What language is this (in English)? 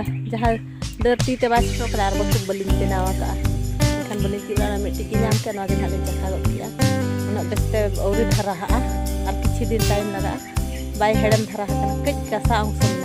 Santali